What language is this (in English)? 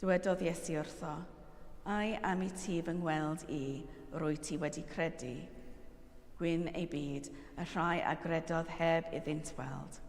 Welsh